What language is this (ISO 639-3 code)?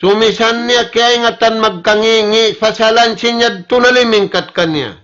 tsg